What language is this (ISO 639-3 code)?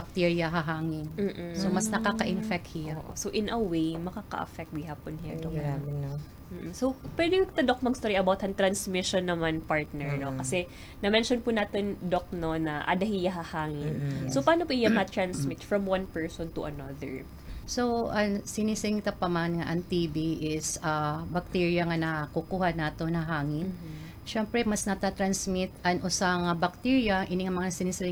war